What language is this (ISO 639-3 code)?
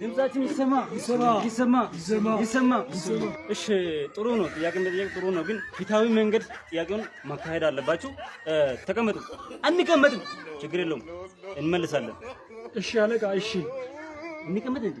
amh